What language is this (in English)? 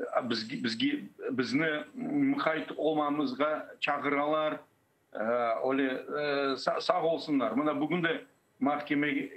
Crimean Tatar